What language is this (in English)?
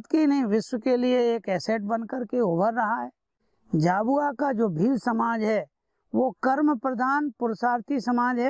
Hindi